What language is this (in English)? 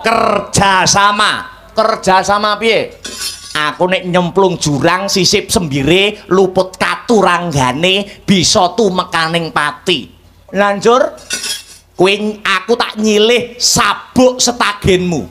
Javanese